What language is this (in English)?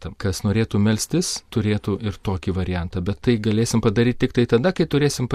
Lithuanian